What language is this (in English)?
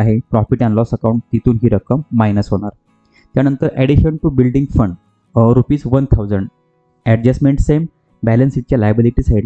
Marathi